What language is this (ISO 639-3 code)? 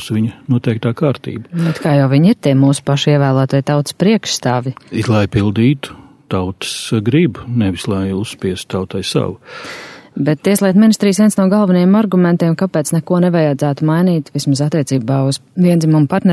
lav